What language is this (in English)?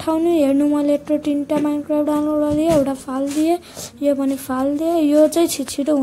Nepali